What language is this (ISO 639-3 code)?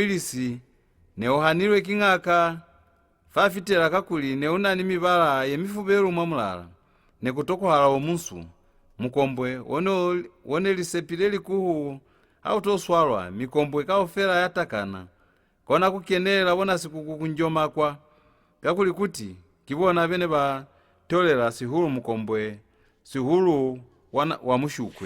loz